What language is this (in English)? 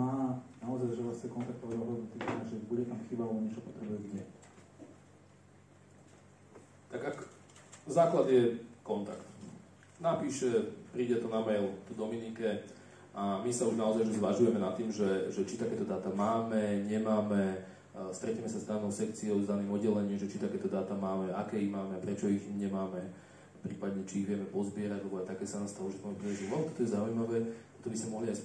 Slovak